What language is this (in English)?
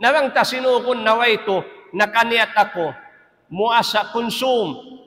Tausug